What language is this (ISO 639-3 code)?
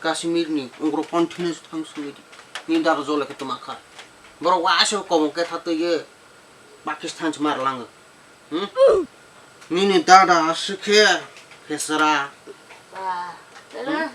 trp